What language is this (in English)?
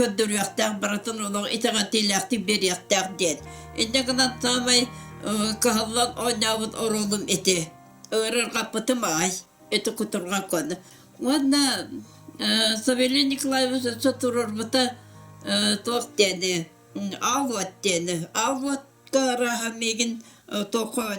Yakut